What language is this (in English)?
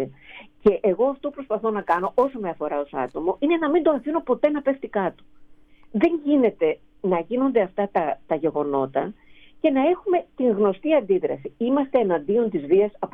Greek